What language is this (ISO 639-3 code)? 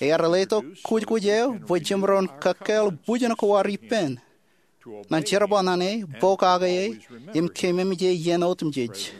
mah